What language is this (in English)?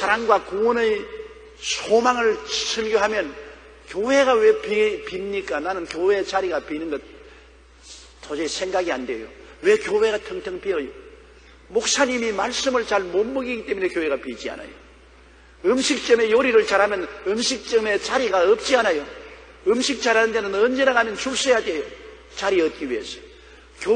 Korean